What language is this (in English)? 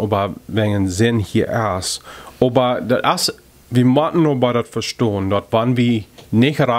Plautdietsch